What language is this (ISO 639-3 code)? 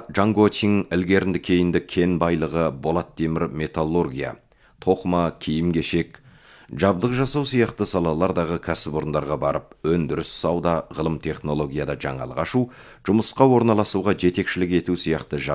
kaz